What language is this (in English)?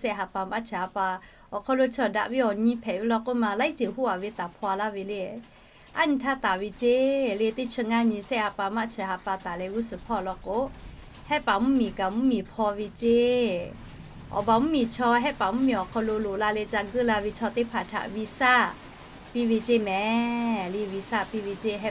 Lahu